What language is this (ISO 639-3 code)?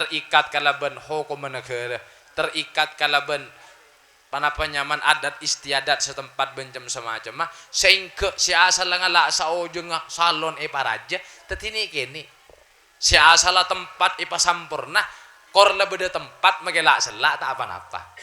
mad